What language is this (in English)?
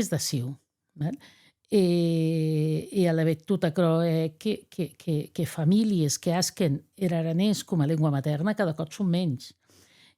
Occitan